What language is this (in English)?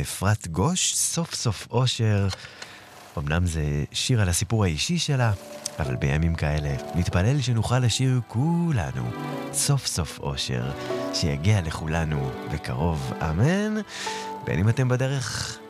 Hebrew